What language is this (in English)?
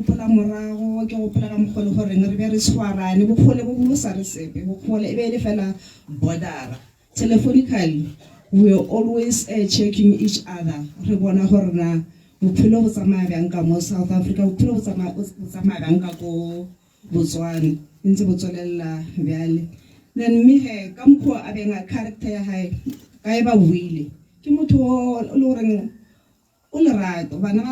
Tswana